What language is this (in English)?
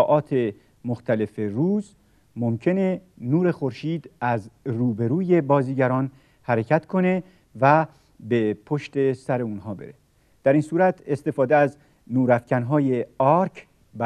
Persian